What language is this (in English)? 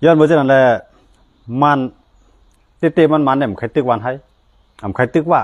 Shan